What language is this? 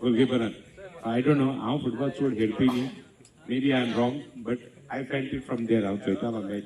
Konkani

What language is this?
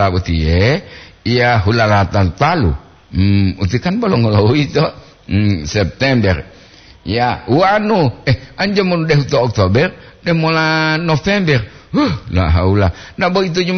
Gorontalo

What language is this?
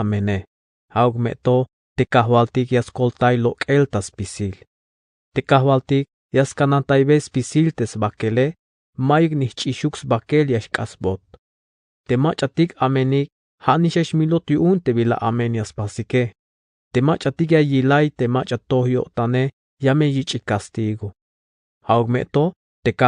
Tzeltal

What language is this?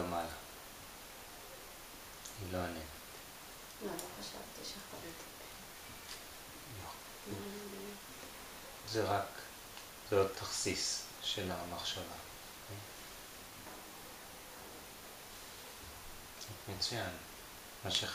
Hebrew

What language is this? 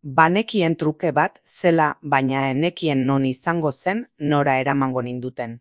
Basque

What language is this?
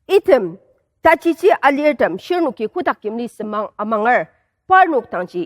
Ao Naga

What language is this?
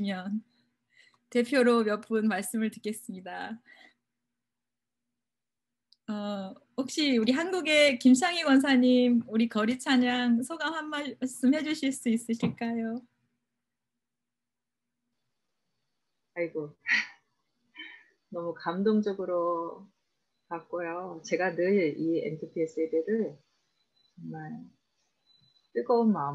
Korean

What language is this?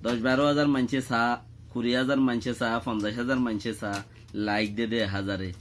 Rohingya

